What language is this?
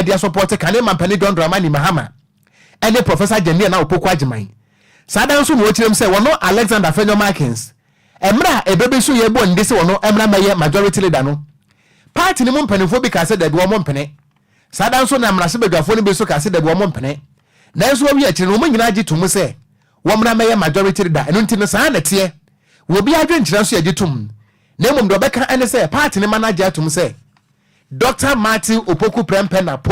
Akan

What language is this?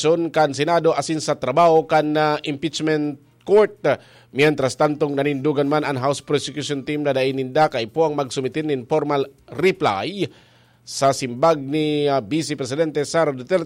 Bikol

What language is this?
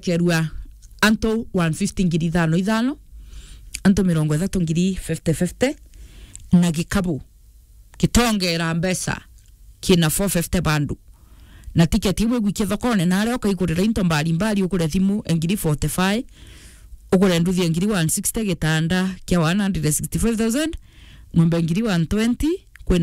Meru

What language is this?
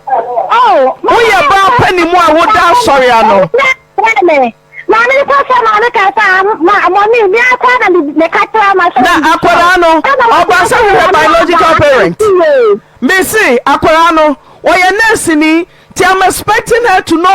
Akan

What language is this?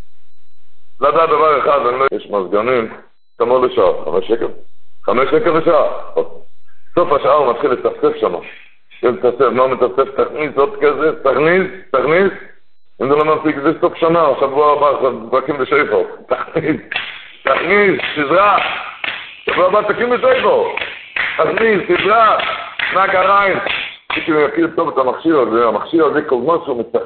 Hebrew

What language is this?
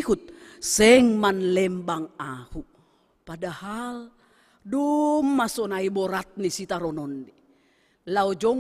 Batak Simalungun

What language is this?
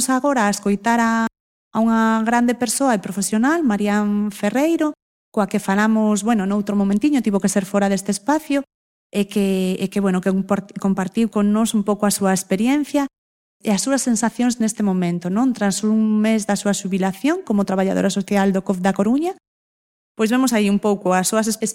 Galician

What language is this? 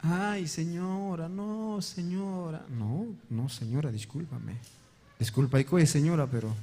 Ayacucho Quechua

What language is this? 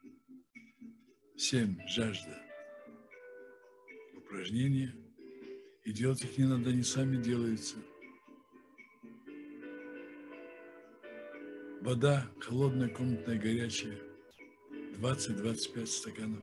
Russian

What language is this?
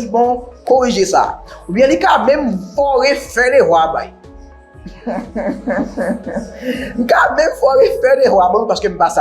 Haitian Creole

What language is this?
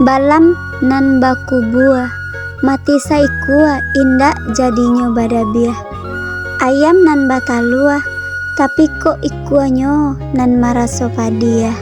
Minangkabau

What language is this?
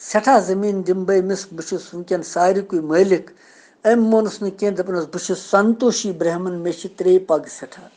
Kashmiri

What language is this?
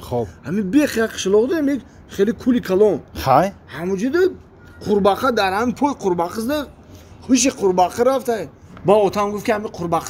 Tajik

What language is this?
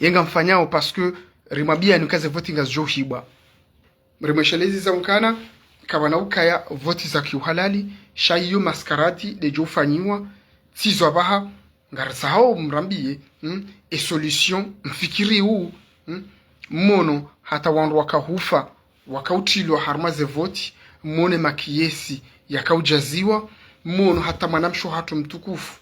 Ngazidja Comorian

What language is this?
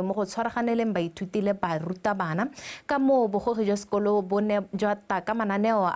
Tswana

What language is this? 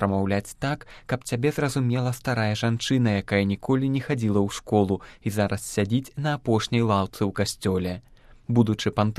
Belarusian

